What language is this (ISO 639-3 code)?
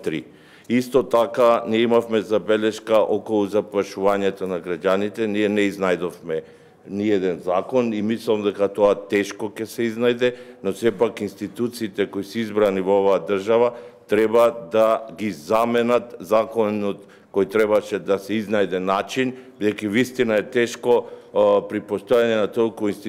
mkd